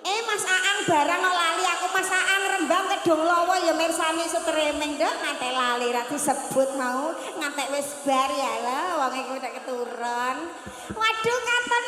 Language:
Javanese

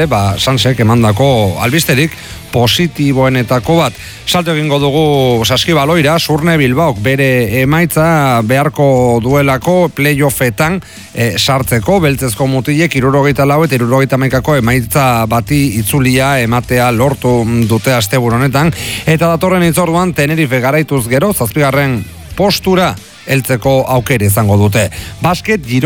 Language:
Basque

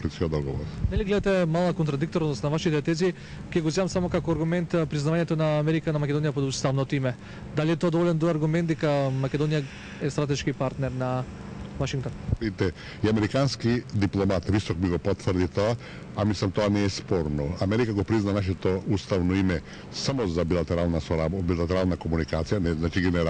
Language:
Macedonian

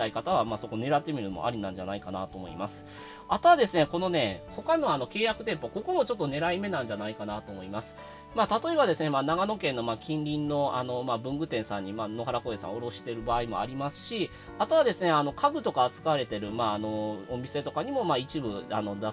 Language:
Japanese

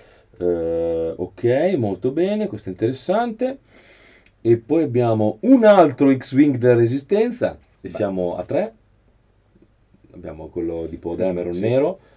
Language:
Italian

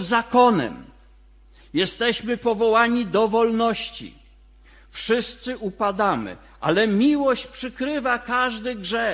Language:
Polish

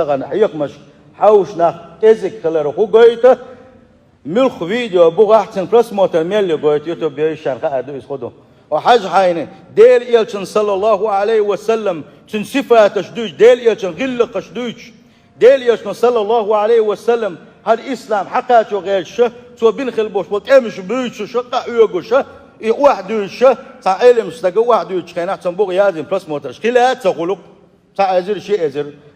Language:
Chechen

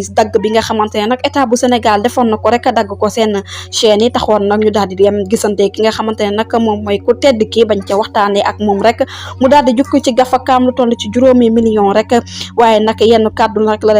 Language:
Wolof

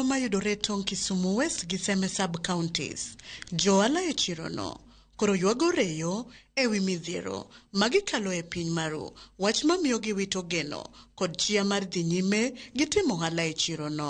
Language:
Luo (Kenya and Tanzania)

